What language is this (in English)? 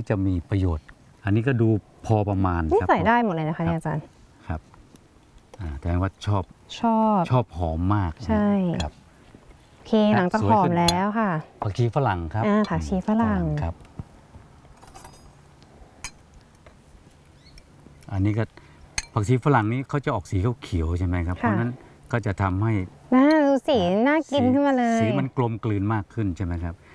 Thai